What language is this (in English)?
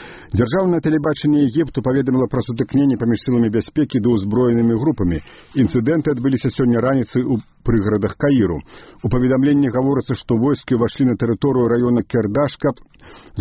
Belarusian